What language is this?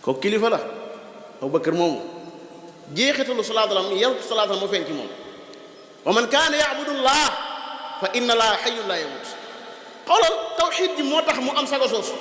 Wolof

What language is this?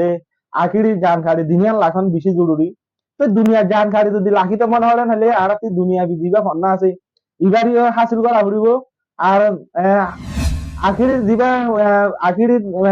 Rohingya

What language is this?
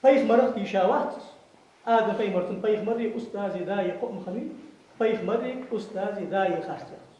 Ingush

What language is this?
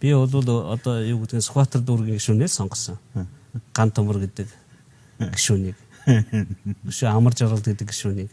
Mongolian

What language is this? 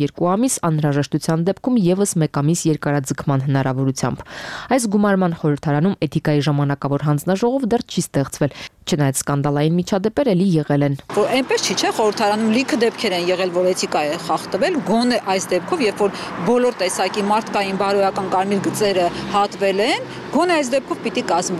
Armenian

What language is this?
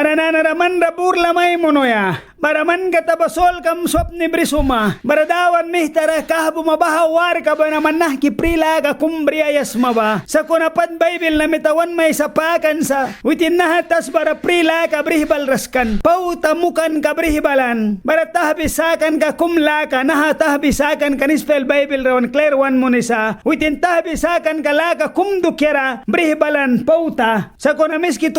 Mískito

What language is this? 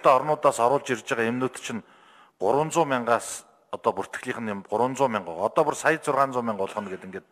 Mongolian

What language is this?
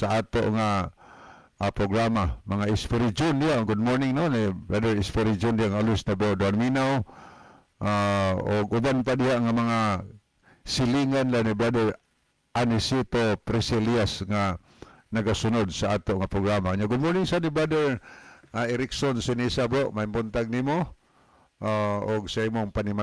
Cebuano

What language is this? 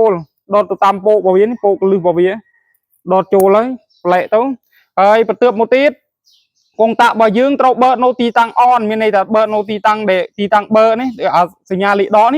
Khmer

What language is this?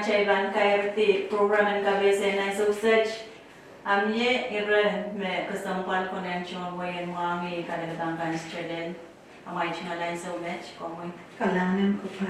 Pohnpeian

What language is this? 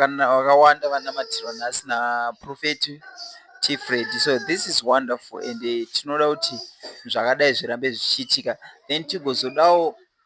Shona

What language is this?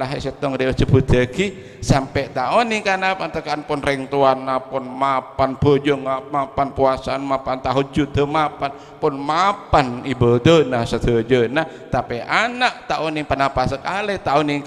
Madurese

